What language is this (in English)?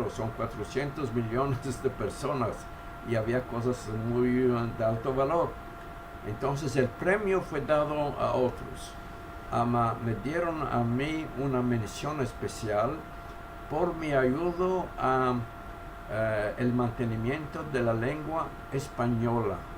Ladino